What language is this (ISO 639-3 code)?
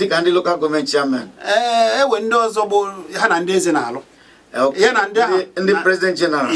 ibo